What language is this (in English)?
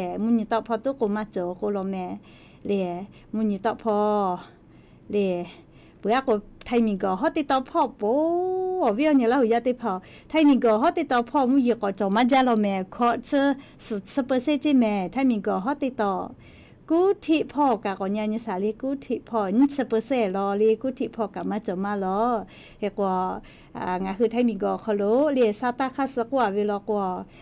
Lahu